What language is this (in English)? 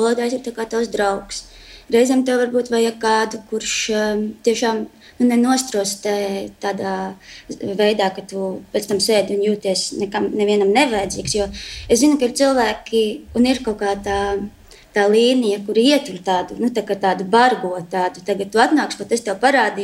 Latvian